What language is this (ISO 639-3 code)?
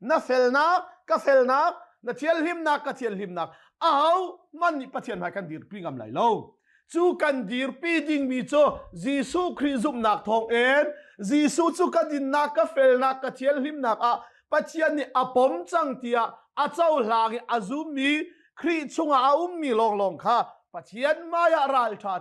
cnh